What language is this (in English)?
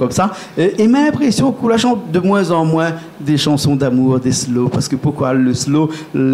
Réunion Creole French